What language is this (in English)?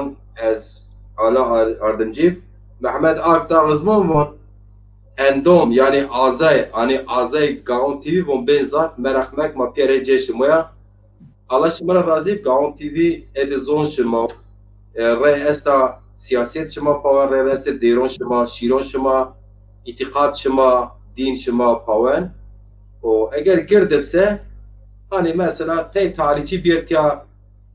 Zaza